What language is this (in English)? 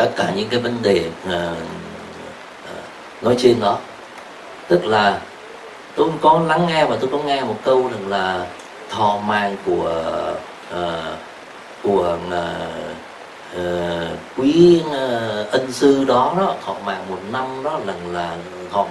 Vietnamese